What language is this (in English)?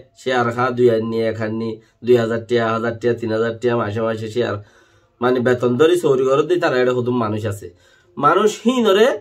Rohingya